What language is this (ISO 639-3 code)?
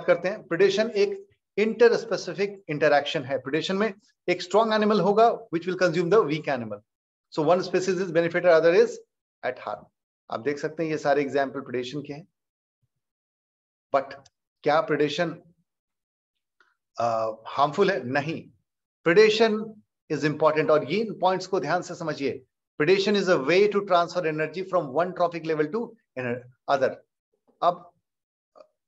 hin